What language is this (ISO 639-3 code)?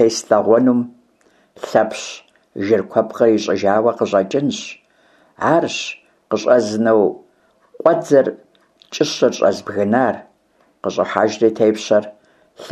kbd